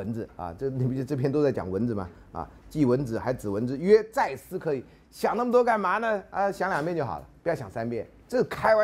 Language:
Chinese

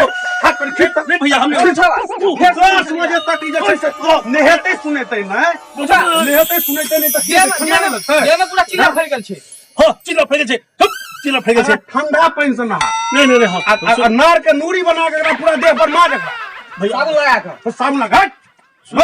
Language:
Maithili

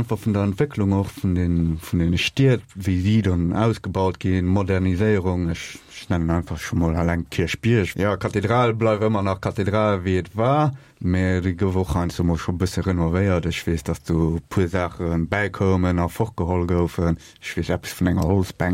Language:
Luxembourgish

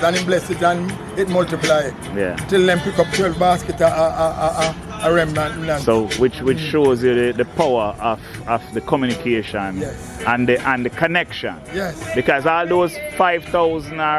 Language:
Jamaican Creole English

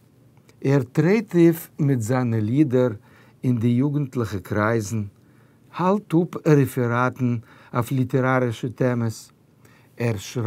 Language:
Yiddish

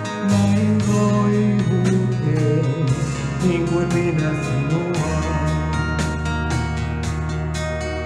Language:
Finnish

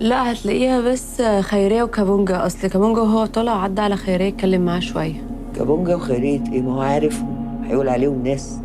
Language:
Egyptian Arabic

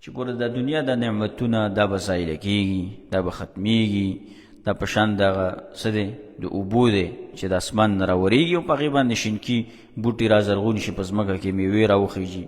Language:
Pashto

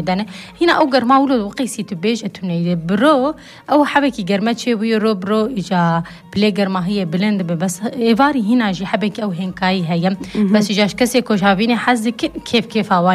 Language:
Kurdish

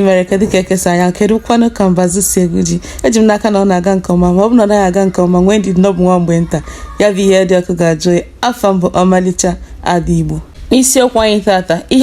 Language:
Igbo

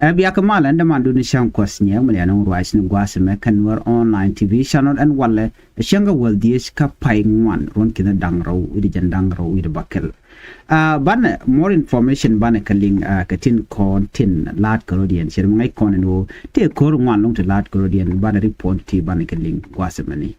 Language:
Nuer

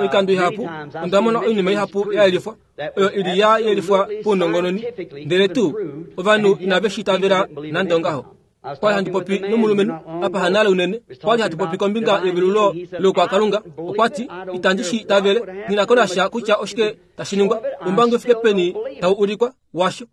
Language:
Kuanyama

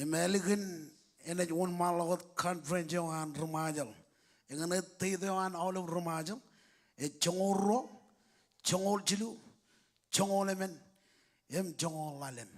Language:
Marshallese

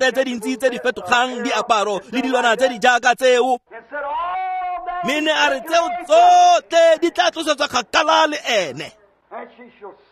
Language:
Tswana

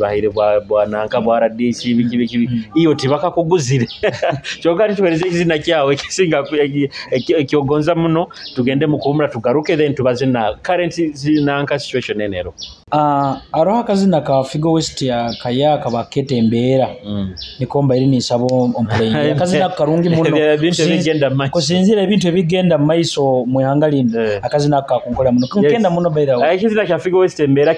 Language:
Nyoro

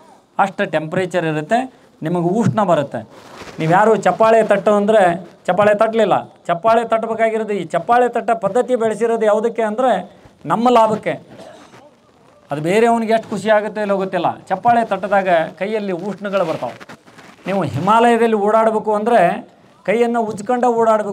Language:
Kannada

